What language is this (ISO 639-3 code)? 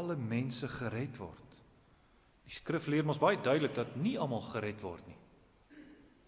afr